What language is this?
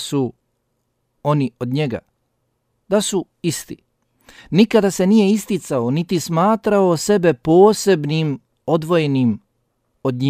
Bosnian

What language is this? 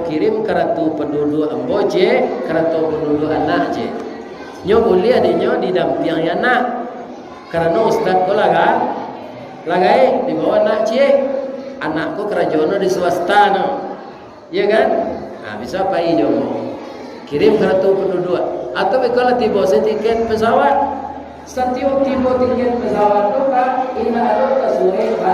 Minangkabau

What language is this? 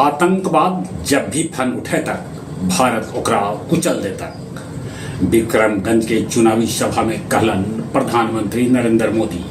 Magahi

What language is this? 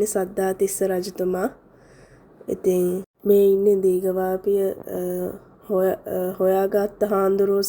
Sinhala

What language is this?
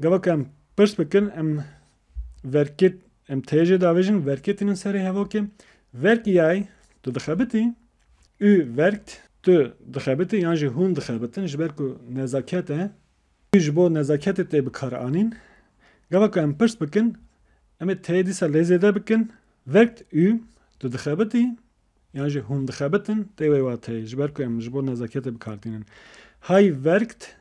Kurdish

